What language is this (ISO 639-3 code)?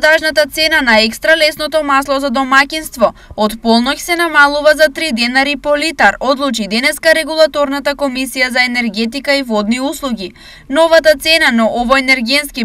mkd